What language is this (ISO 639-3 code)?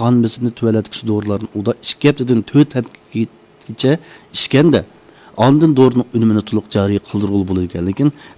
uig